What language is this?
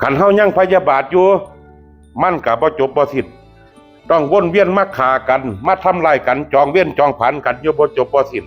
Northeastern Thai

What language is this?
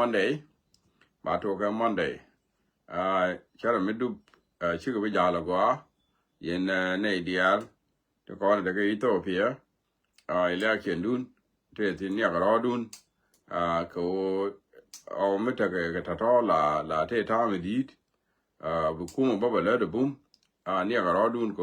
Nuer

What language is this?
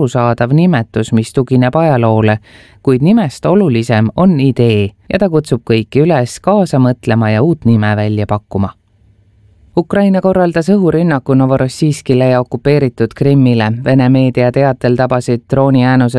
Estonian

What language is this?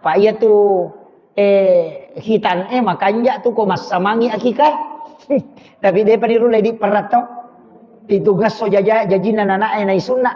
Buginese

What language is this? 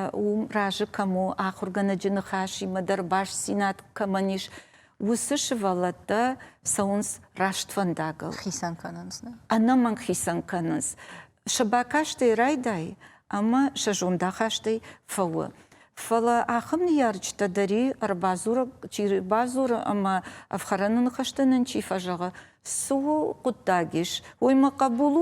Ossetic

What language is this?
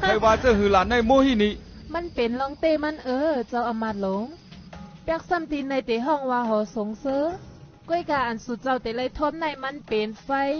Shan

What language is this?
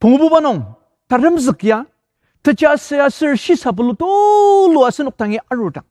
Ao Naga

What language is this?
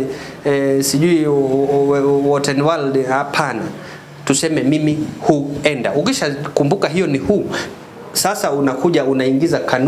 Swahili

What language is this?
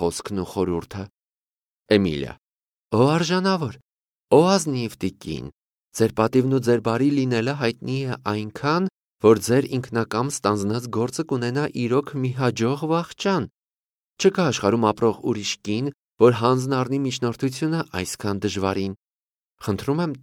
Armenian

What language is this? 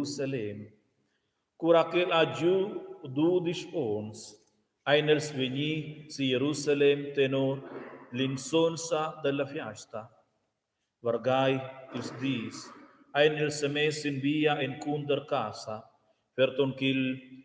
Romansh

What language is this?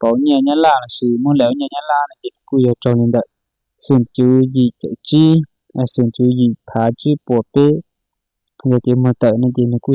Hmong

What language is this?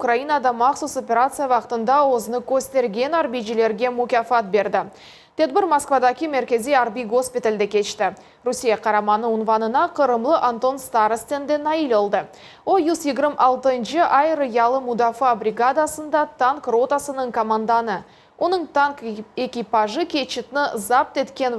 Crimean Tatar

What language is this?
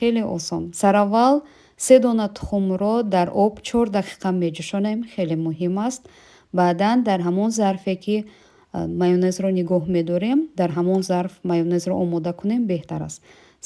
Tajik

